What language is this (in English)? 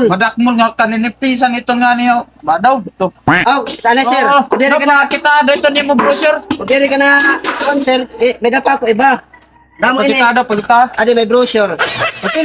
Waray